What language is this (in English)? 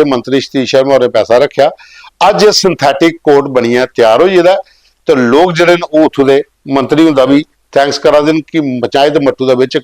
Dogri